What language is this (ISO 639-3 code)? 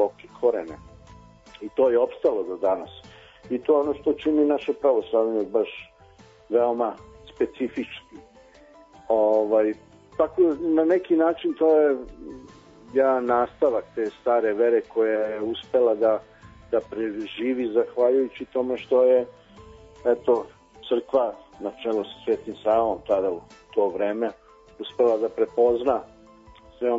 srp